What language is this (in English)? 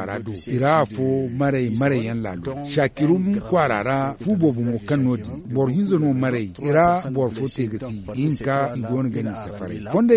Zarma